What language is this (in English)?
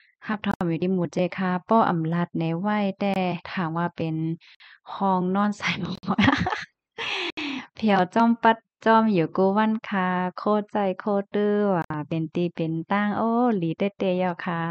Shan